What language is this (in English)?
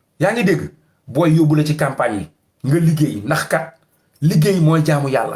Wolof